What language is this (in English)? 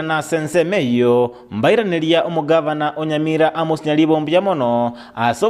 Gusii